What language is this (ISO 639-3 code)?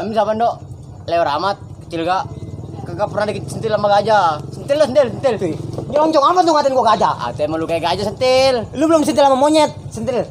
bew